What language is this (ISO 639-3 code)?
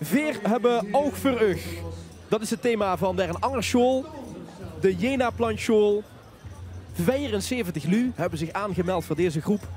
lim